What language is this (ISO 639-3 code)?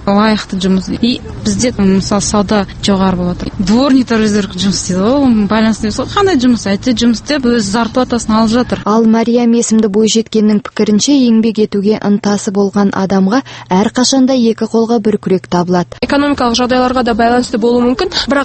kaz